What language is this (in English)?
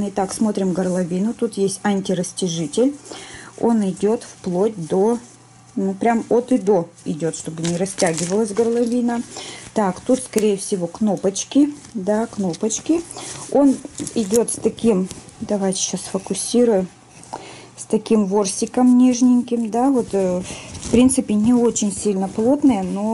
Russian